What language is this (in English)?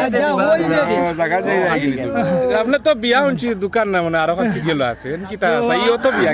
Sylheti